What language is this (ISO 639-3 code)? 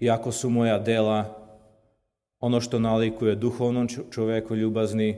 srp